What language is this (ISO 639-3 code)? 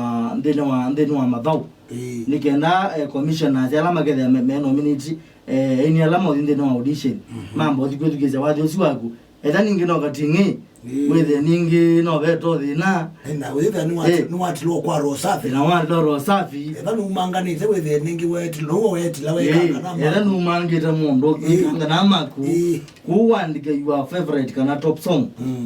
kam